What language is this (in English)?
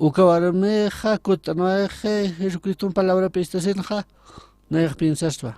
Aymara